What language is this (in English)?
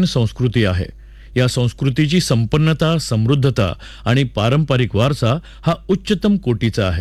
Marathi